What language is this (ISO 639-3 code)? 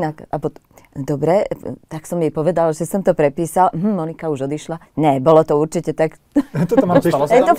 slk